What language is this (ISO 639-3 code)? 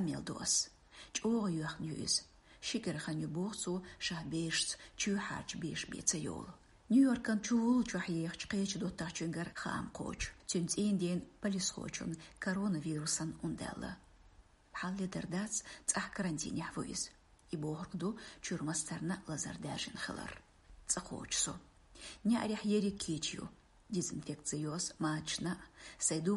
che